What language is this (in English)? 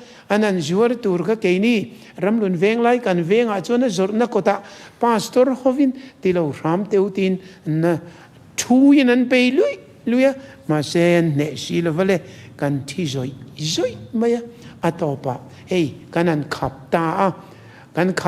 Mizo